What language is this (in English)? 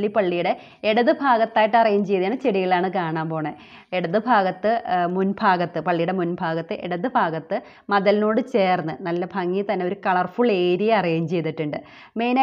Malayalam